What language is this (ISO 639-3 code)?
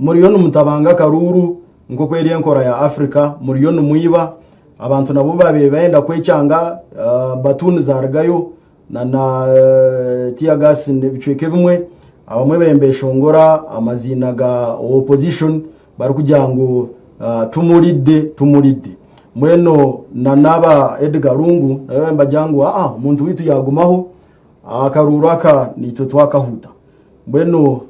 nyn